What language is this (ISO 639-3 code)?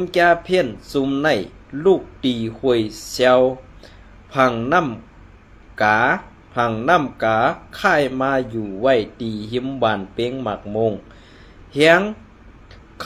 shn